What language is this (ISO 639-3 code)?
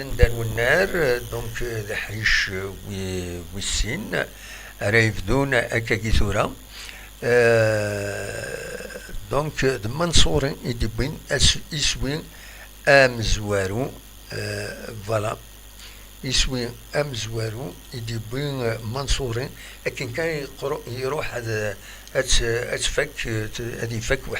kab